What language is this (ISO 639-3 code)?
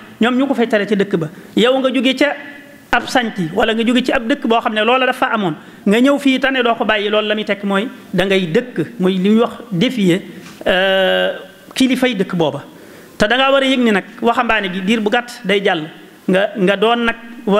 wol